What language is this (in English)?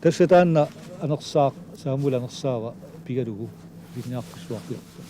Kalaallisut